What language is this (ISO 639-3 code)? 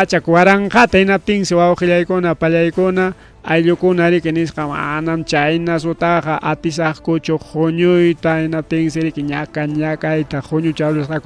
quy